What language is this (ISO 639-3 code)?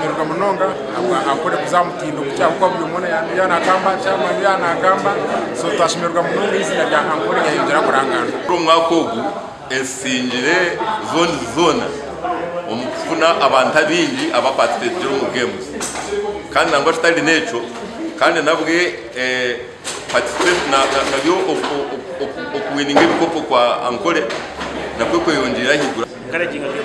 nyn